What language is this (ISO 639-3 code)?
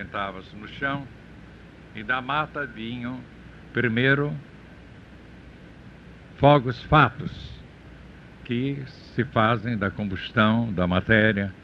por